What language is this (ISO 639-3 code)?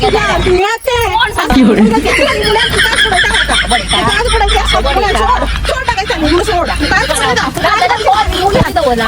kok